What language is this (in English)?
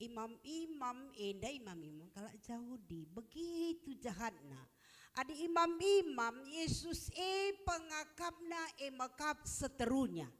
Batak Karo